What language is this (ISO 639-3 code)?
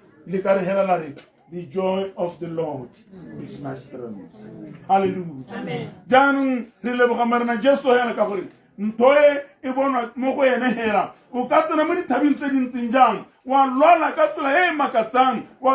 tsn